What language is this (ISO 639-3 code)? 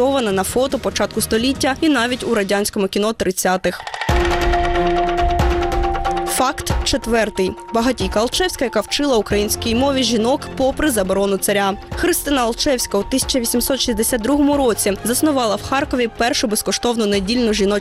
ukr